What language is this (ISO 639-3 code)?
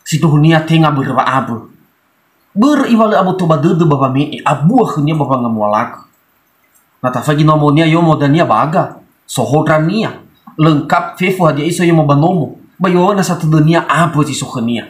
nia